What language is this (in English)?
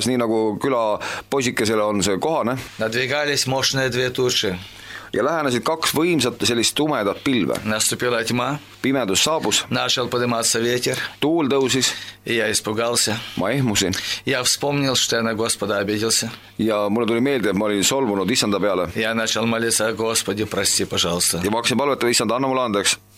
Estonian